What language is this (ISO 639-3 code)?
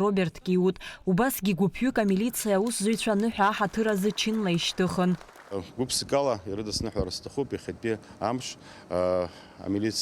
abk